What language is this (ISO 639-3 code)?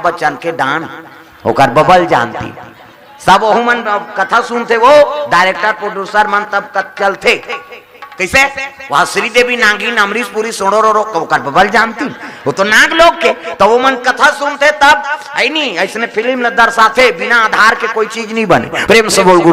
hne